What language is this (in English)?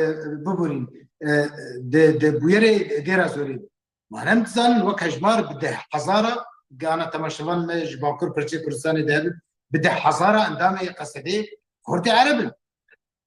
Kurdish